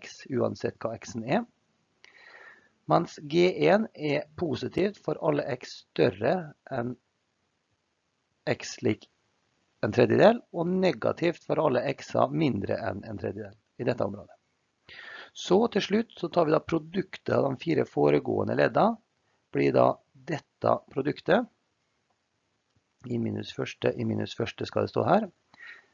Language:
Norwegian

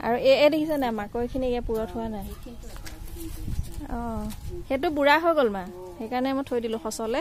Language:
Assamese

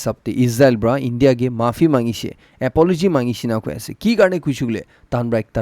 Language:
Naga Pidgin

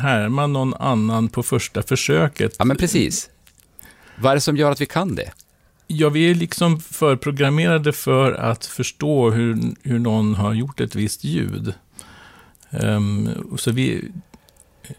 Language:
Swedish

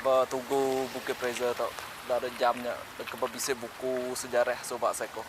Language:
Iban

